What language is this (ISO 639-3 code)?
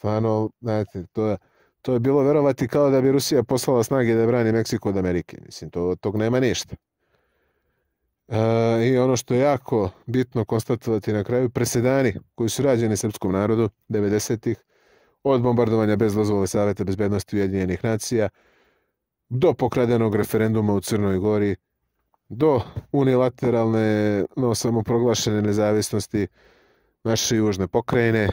srp